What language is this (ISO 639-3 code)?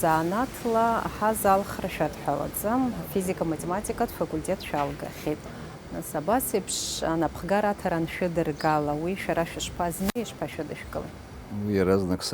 abk